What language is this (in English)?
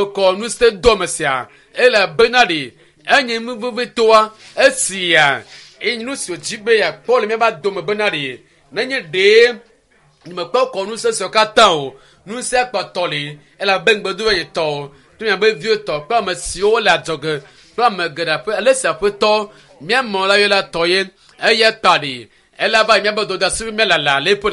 Ewe